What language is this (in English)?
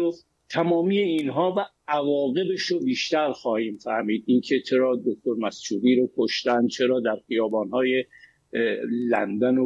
Persian